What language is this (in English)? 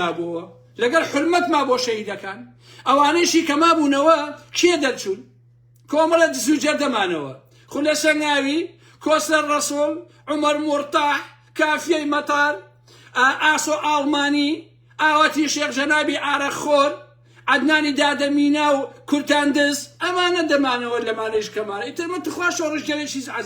Central Kurdish